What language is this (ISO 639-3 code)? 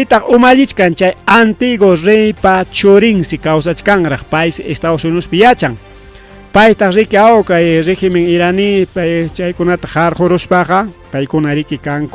quy